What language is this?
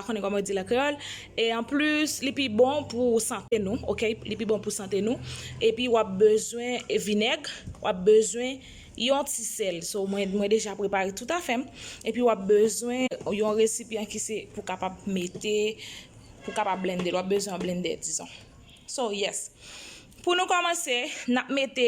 Haitian Creole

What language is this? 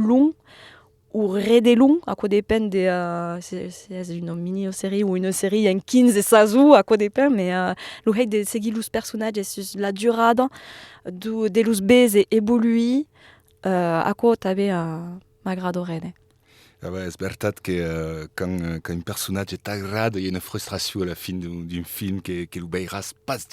Occitan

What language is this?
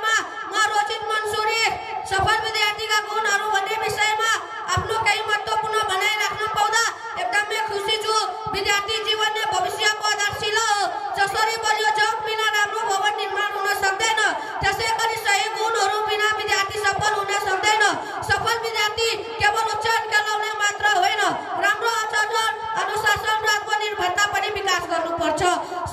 Nepali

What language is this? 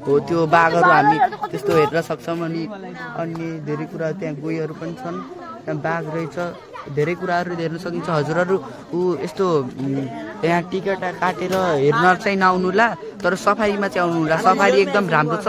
Nepali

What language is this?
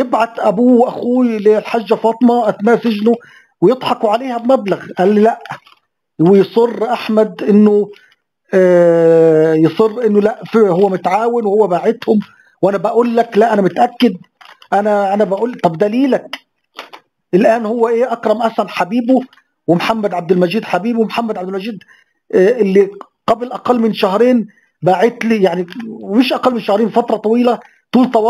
Egyptian Arabic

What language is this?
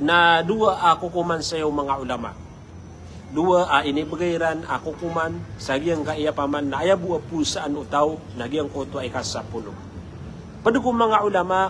Maranao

